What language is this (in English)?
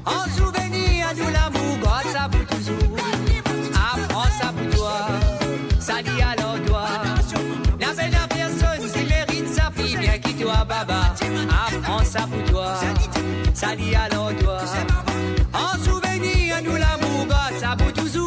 Morisyen